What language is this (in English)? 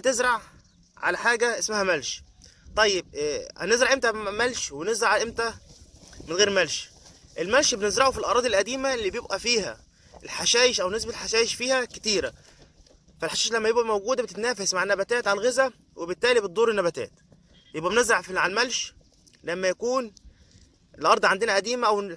Egyptian Arabic